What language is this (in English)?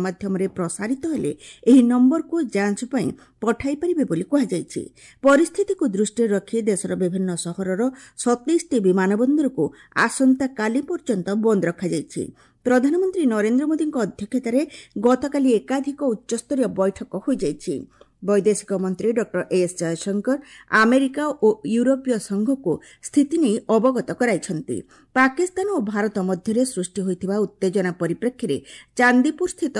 Odia